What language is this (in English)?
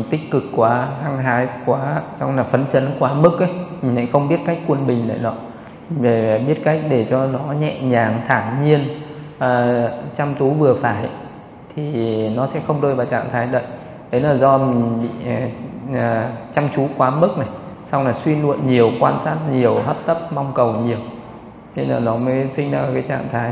Vietnamese